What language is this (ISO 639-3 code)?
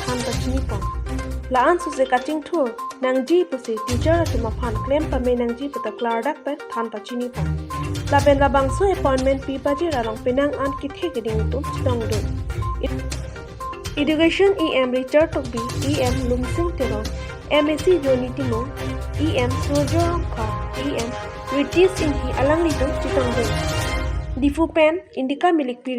mjw